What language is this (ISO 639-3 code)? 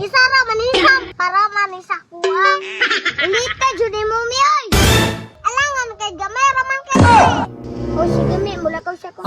ceb